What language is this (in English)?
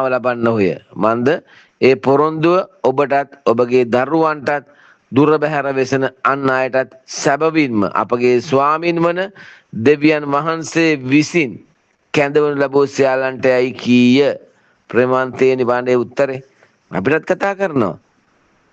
Sinhala